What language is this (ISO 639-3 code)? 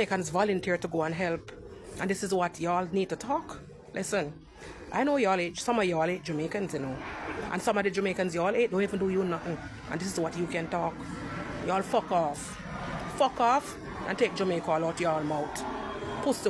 jam